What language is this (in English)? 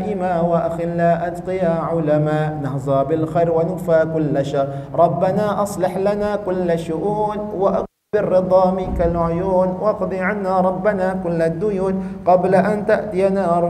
Malay